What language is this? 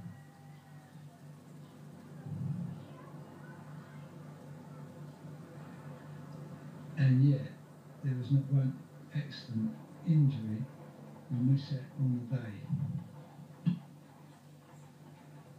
English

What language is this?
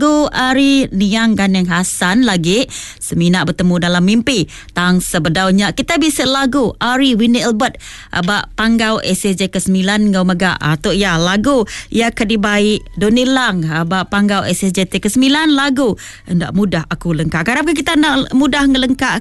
Iban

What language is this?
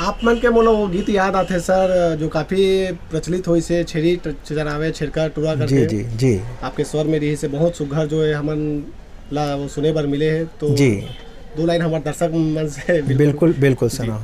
Chhattisgarhi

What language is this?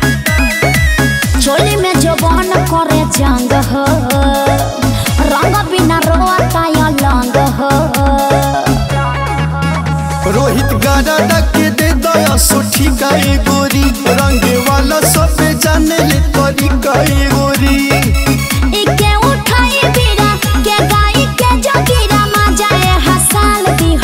Bhojpuri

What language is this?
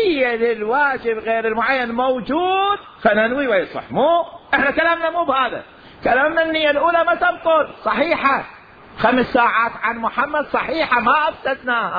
Mesopotamian Arabic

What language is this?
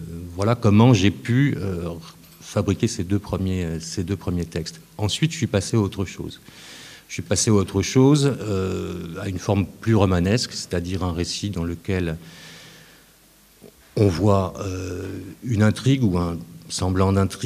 French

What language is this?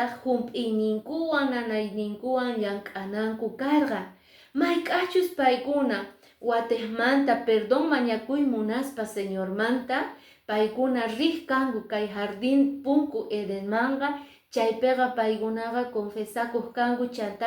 Quechua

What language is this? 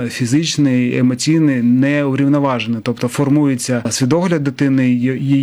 Ukrainian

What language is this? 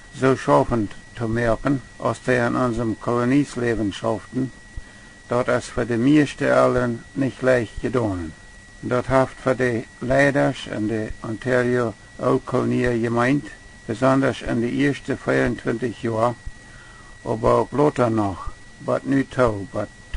Plautdietsch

